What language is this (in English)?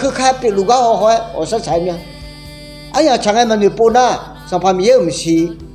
Akha